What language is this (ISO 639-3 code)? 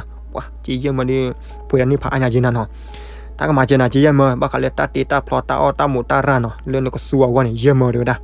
ksw